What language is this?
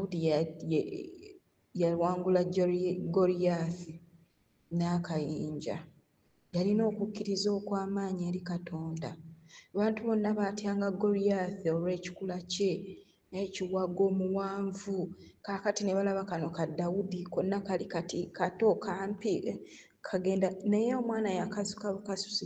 Ganda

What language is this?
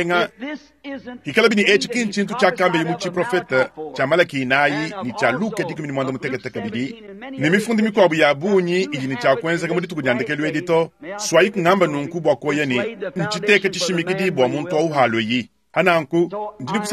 Luba-Lulua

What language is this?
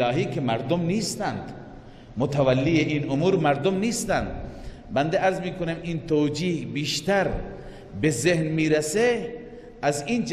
Persian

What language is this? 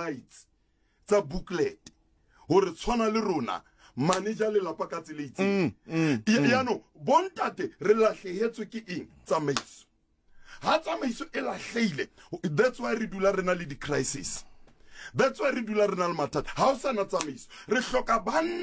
Southern Sotho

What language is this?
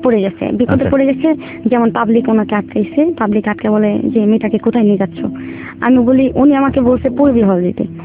Bangla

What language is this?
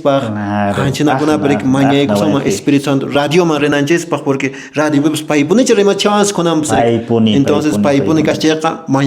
Quechua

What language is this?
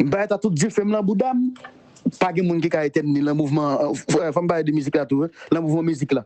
Haitian Creole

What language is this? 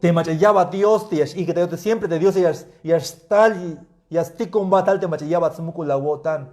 Tzeltal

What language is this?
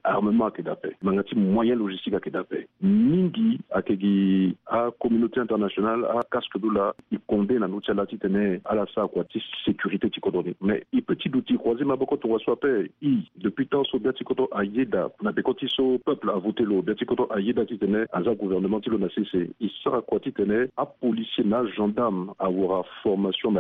Sango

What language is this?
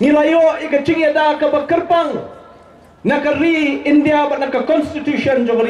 Khasi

